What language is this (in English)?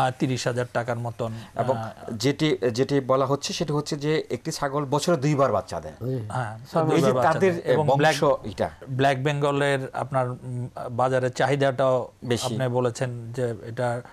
Bangla